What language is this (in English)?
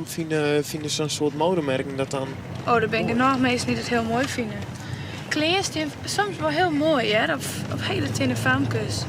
Western Frisian